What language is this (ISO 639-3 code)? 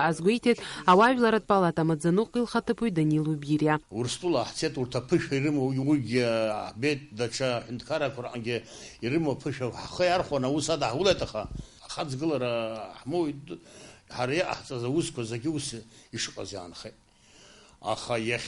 abk